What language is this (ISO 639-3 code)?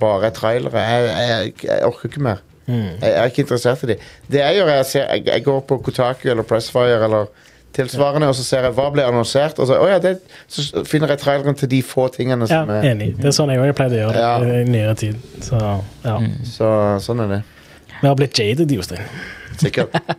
nor